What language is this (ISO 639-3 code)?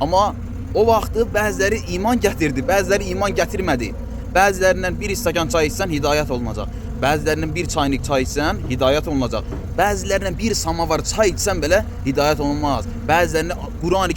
aze